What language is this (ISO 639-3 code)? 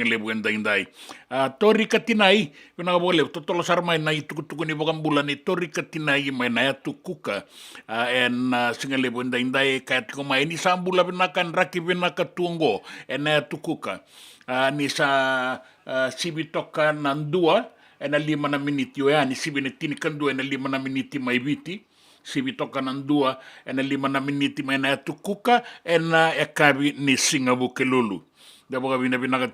fij